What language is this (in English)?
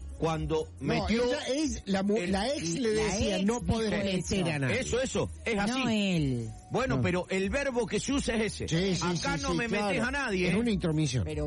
Spanish